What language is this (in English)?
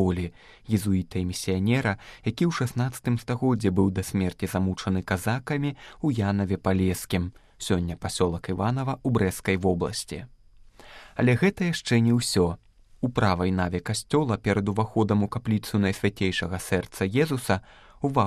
Belarusian